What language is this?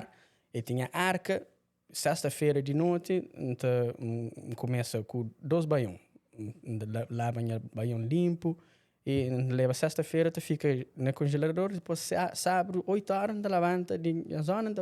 Kabuverdianu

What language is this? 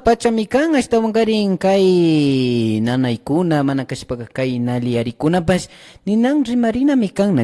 Imbabura Highland Quichua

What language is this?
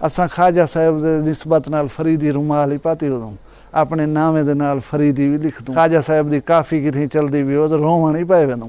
Saraiki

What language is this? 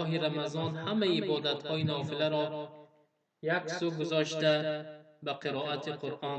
Tajik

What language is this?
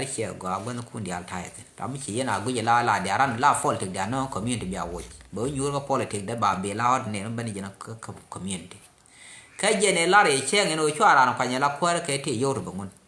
Nuer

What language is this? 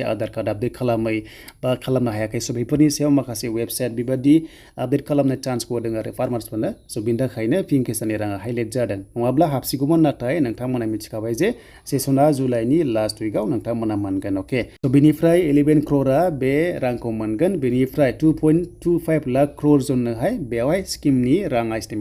Bodo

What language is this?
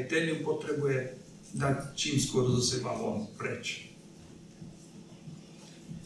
Slovak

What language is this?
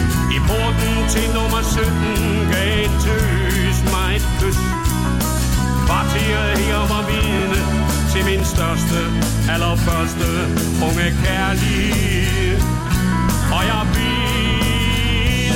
Danish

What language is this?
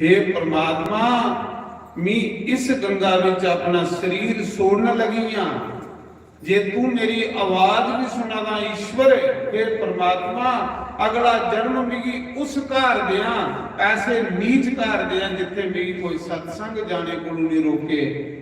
Dogri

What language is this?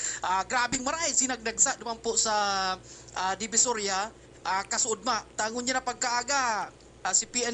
Bikol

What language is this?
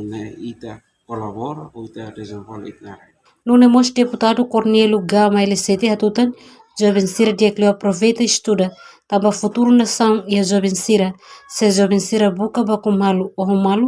Tetum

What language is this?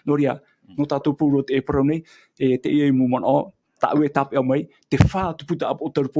Tahitian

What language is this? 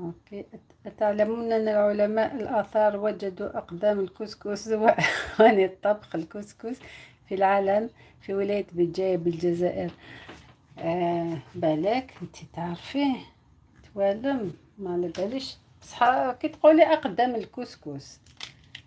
Algerian Arabic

